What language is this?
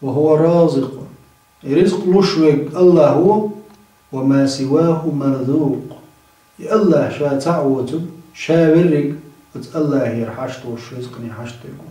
Chechen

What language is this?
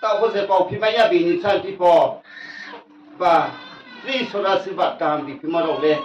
Riang (India)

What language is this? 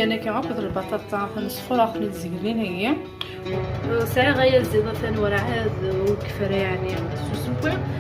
Kabyle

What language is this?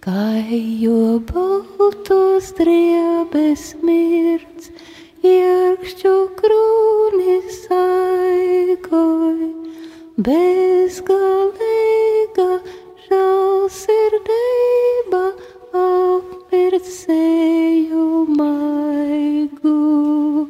Latvian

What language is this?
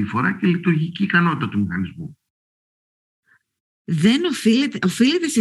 Greek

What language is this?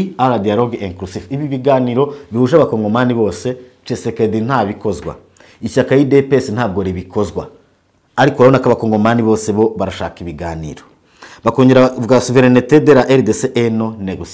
Kinyarwanda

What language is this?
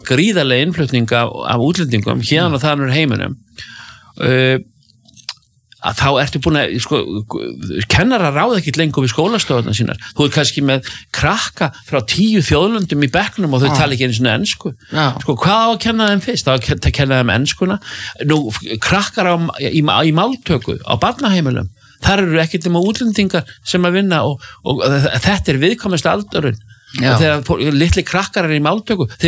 Icelandic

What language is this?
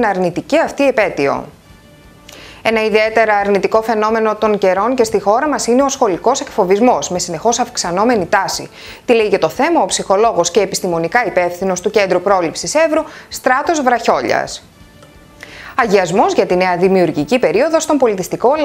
Greek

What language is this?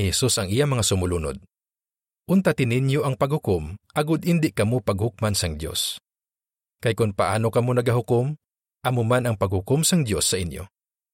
Hiligaynon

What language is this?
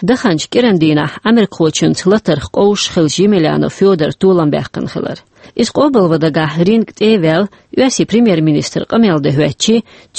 Chechen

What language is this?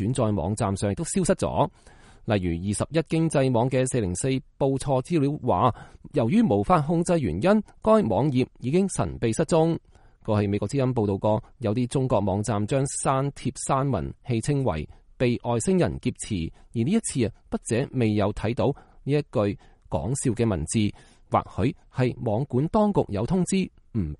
Cantonese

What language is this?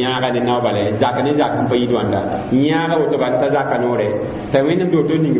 Mossi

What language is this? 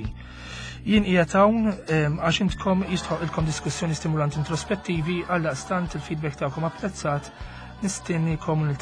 Maltese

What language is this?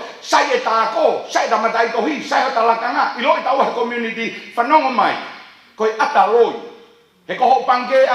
Tongan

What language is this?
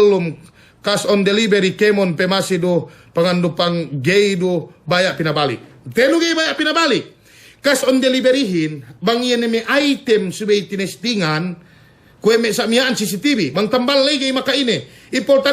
Yakan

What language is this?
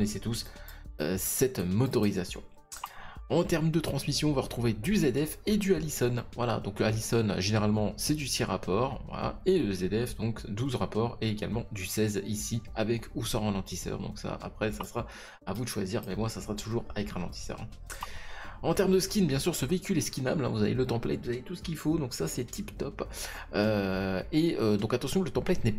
French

